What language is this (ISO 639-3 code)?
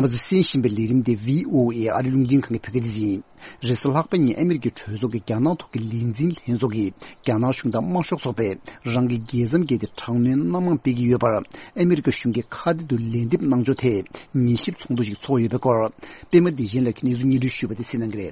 bod